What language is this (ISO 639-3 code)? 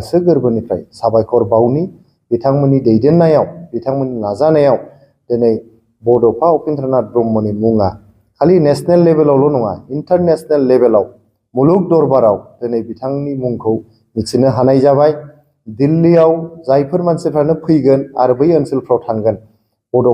brx